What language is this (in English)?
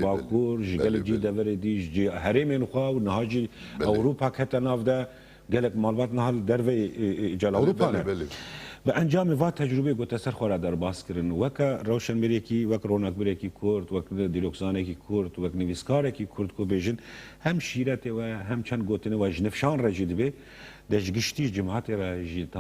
Kurdish